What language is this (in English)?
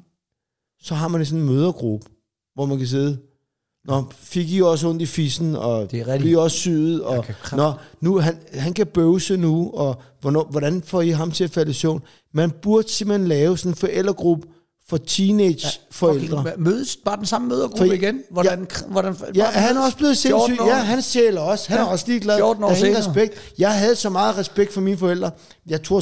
Danish